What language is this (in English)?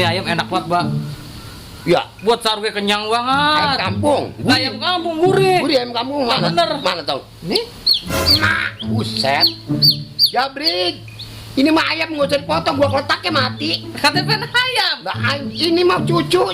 Betawi